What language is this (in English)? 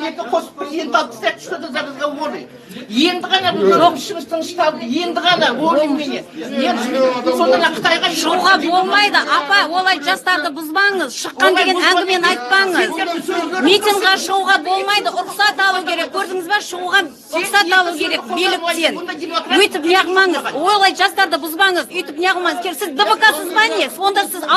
Kazakh